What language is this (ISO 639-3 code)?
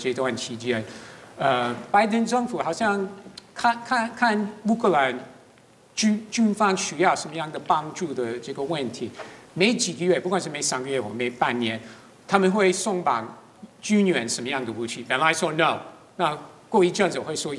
zho